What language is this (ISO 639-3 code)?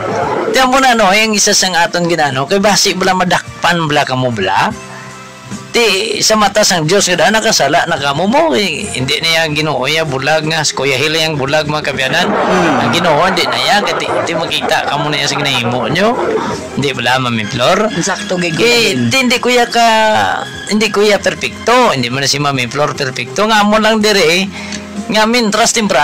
hil